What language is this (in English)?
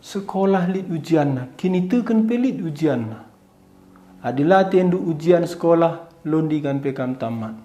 Batak Karo